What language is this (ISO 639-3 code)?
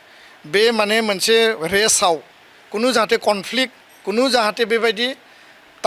brx